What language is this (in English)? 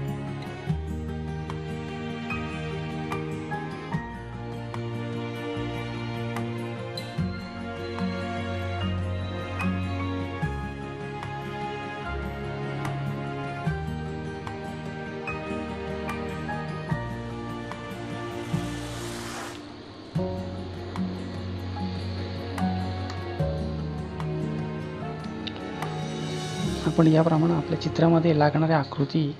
Marathi